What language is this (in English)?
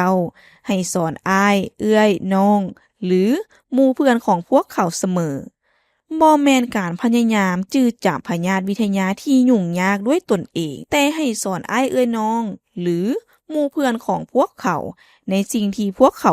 Lao